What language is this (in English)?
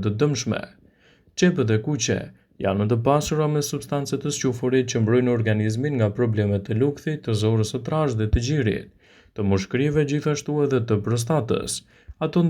Albanian